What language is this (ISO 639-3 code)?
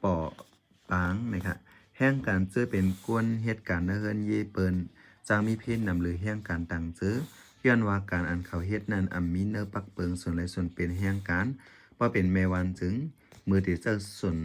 shn